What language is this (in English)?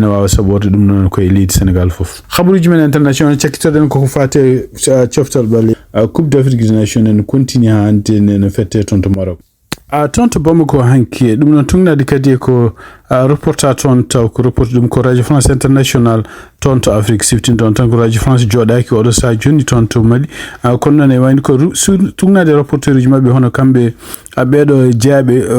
Fula